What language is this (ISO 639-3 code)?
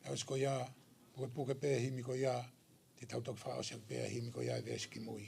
ton